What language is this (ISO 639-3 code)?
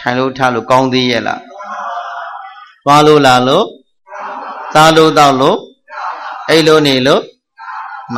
mya